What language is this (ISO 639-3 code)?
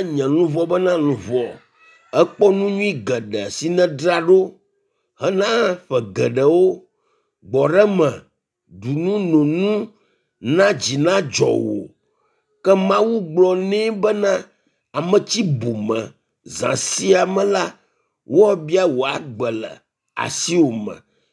ewe